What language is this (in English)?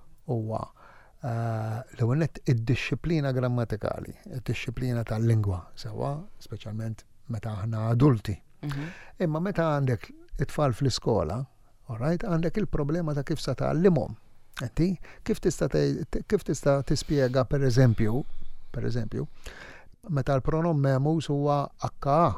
Maltese